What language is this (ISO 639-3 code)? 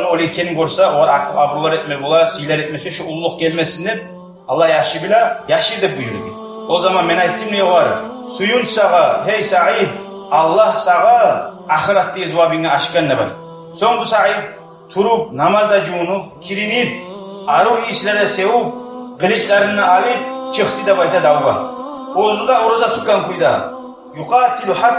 kum